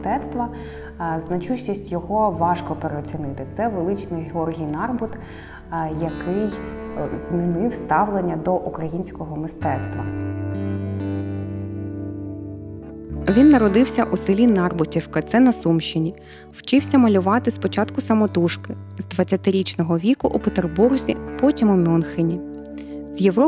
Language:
Ukrainian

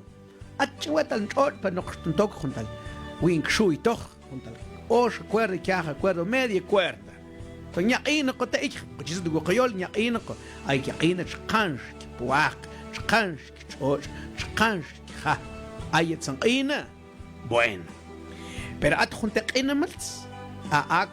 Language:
Mam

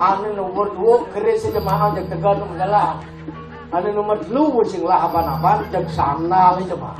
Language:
Balinese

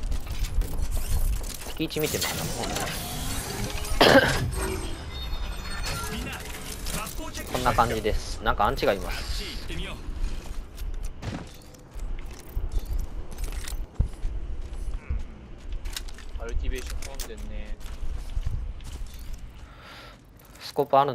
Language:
Japanese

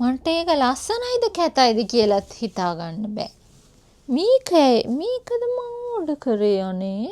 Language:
Sinhala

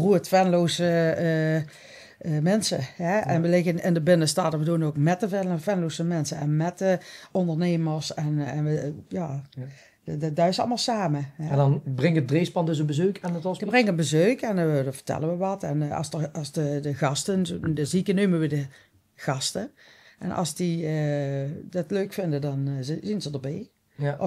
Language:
Limburgish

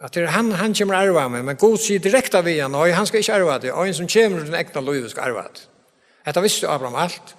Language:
Faroese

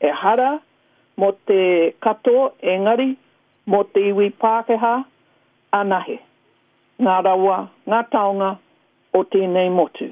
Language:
Māori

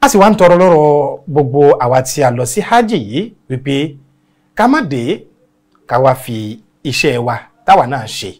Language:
Yoruba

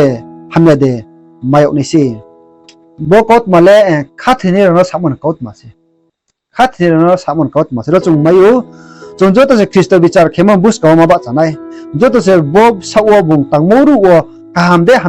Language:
Riang (India)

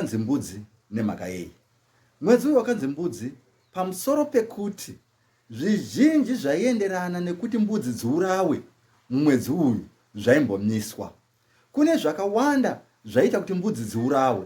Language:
Shona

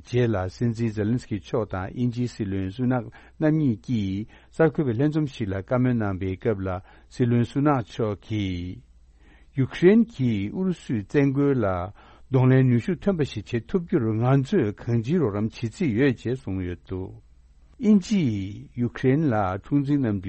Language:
Tibetan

